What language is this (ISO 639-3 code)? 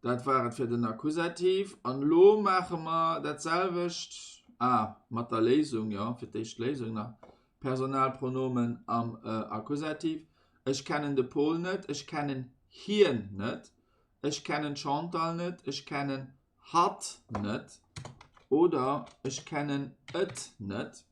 ltz